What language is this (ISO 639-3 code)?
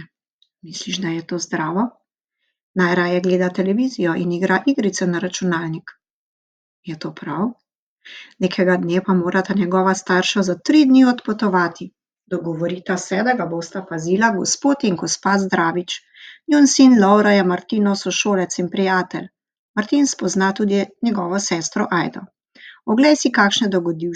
slv